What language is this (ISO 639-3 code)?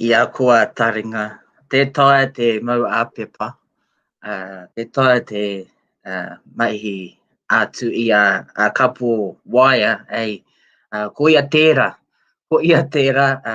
mri